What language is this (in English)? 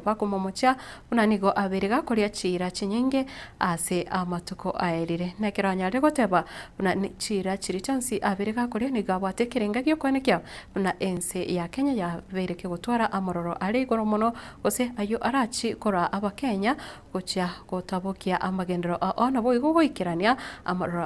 Gusii